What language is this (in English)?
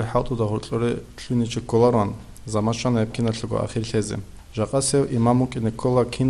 Avaric